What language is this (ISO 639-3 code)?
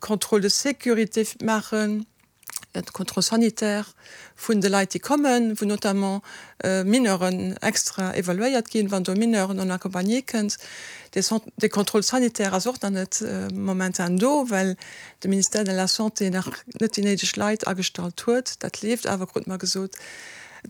ltz